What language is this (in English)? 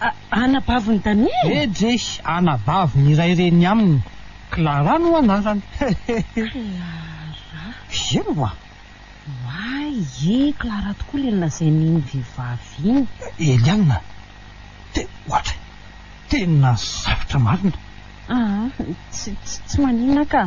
Malagasy